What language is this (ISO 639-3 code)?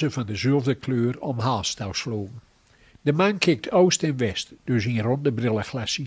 gos